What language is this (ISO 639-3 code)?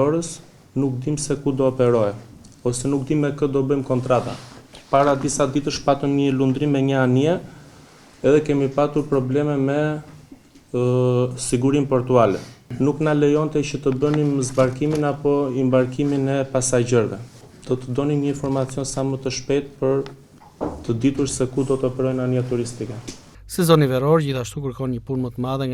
sqi